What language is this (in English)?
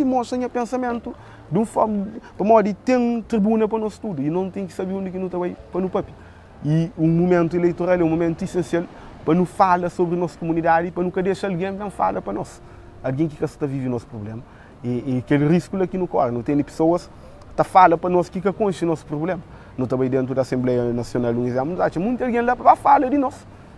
Kabuverdianu